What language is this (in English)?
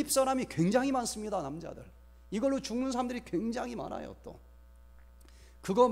Korean